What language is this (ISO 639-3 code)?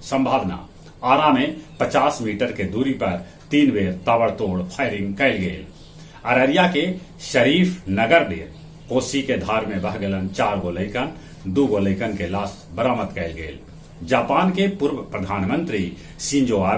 mag